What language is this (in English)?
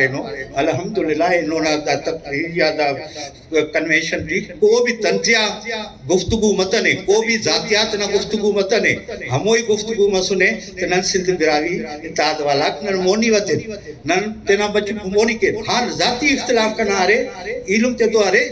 Brahui